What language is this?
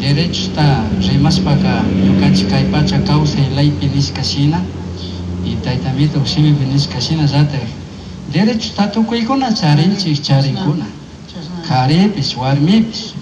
Chimborazo Highland Quichua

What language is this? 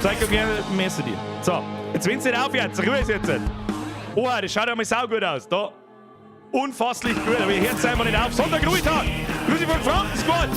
Bavarian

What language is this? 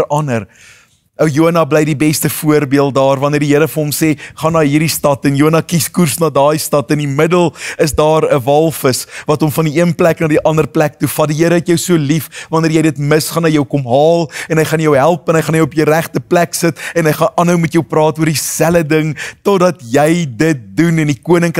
Afrikaans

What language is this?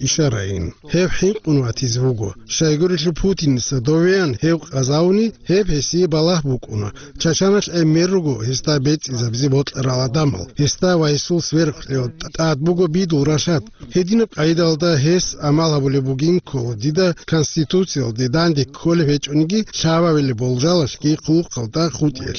Avaric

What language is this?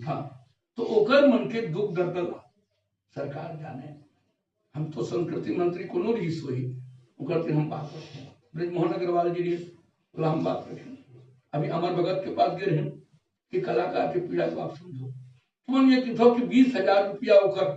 Chhattisgarhi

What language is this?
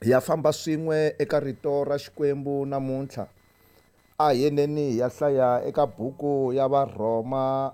Tsonga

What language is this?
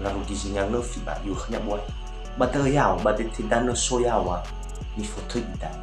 Nias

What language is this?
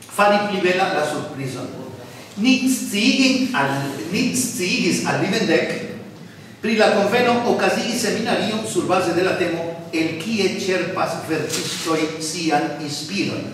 Esperanto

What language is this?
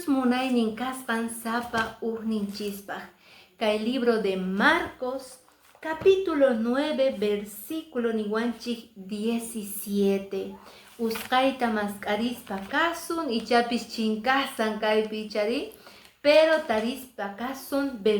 Quechua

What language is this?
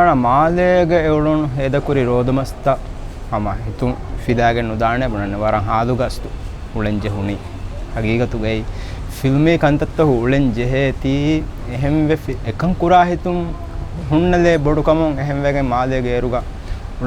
Divehi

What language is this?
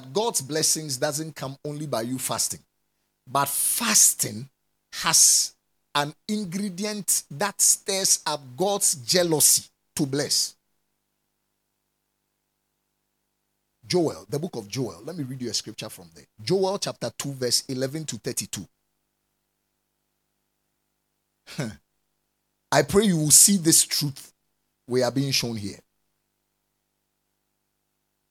English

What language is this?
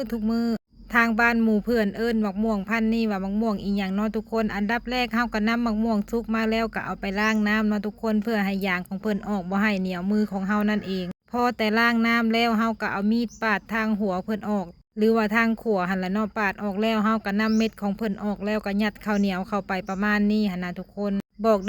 Lao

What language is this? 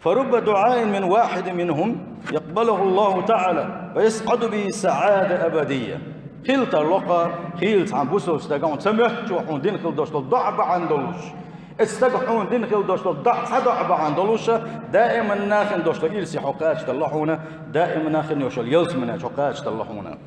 Chechen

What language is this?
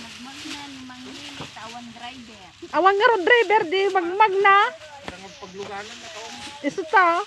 Iloko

